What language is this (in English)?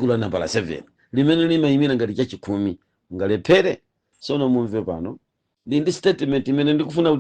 Nyanja